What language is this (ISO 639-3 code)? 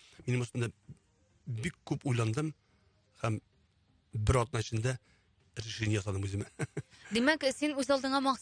tat